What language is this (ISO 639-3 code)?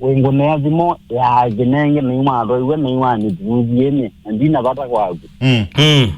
kam